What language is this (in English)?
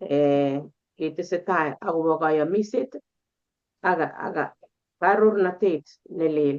Kalenjin